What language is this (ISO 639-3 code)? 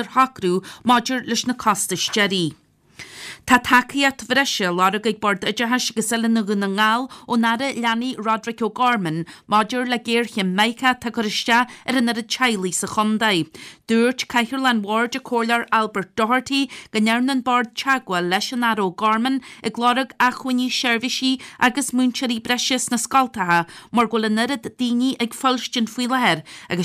gle